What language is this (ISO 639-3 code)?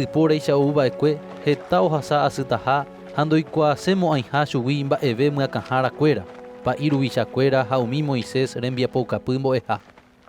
grn